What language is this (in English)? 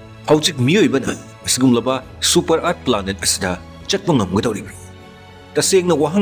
Manipuri